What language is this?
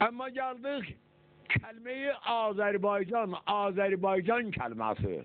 South Azerbaijani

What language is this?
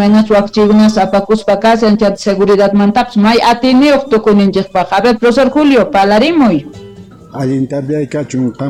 Quechua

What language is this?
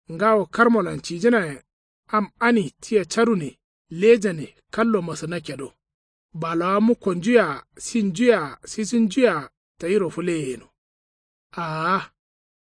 Kanuri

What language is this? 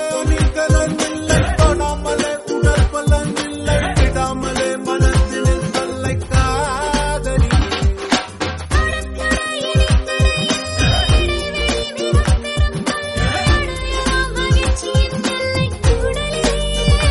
Tamil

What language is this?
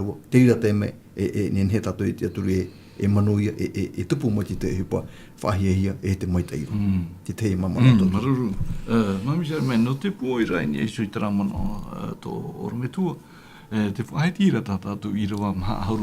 Tahitian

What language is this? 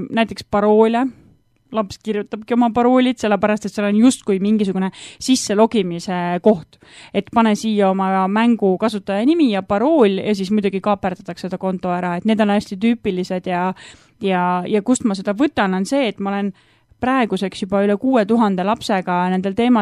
Estonian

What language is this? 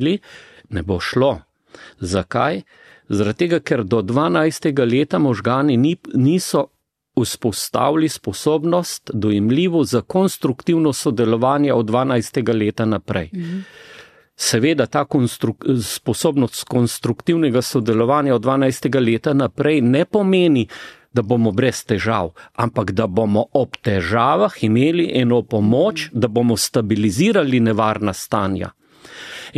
Slovenian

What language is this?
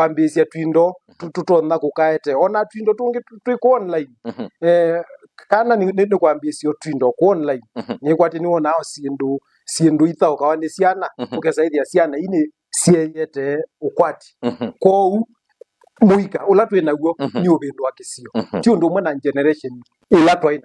Kamba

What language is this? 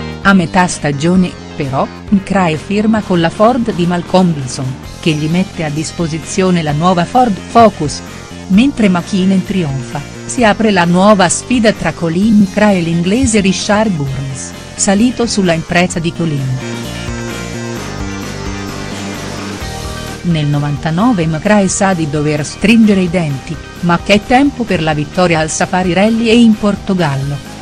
Italian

